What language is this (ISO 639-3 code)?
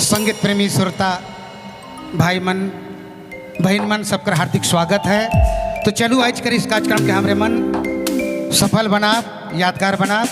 sck